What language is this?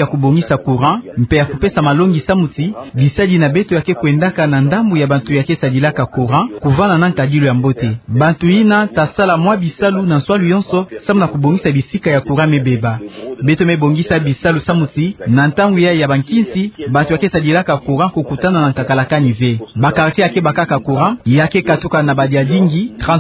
Kituba (Democratic Republic of Congo)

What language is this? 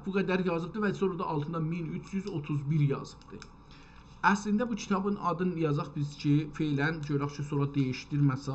South Azerbaijani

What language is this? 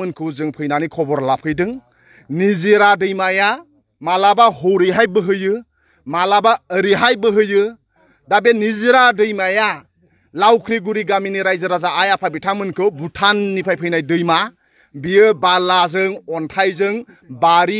Bodo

